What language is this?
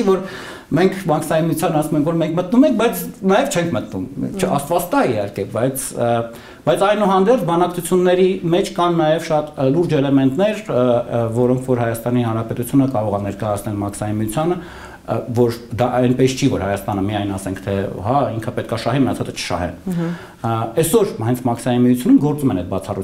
Armenian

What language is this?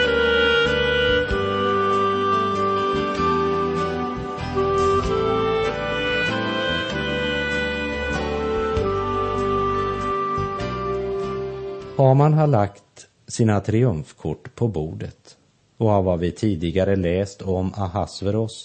Swedish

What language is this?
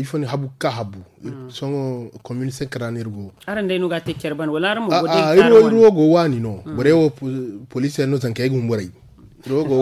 Zarma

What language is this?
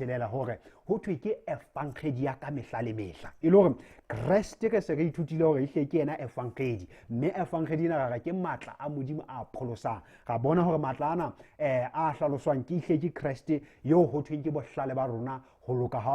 Southern Sotho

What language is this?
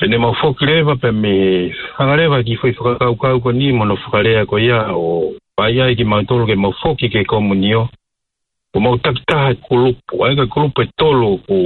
Tongan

